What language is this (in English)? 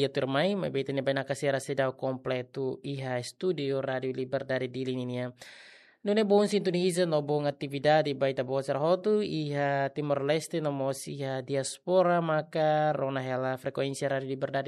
Tetum